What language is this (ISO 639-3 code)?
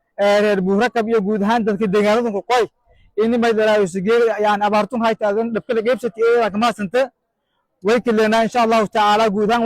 som